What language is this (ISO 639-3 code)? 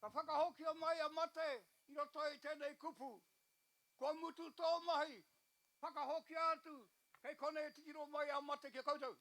mri